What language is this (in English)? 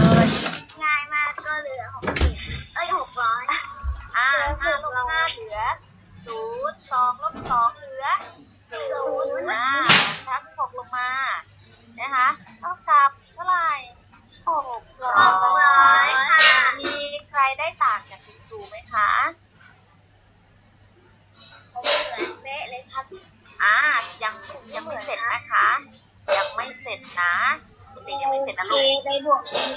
Thai